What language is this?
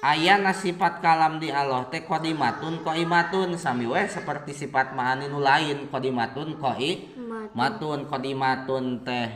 Sundanese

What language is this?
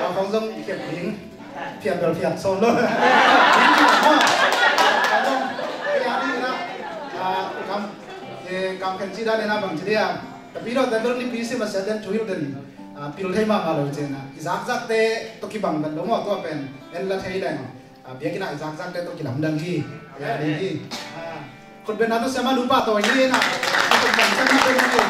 Tedim Chin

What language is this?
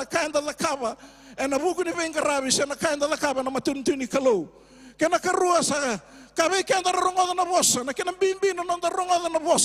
Fijian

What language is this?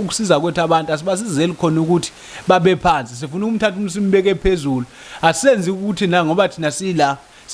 Zulu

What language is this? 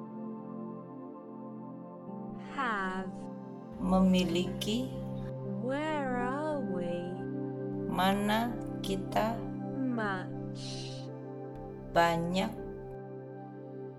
Indonesian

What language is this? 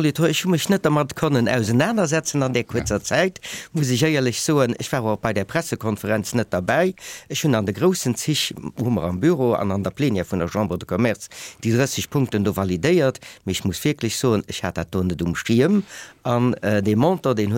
Luxembourgish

